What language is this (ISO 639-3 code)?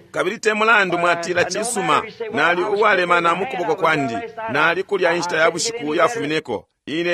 bem